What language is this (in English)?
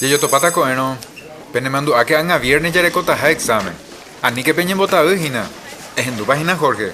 Guarani